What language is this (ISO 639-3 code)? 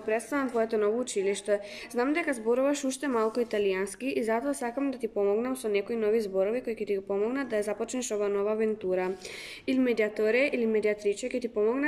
mkd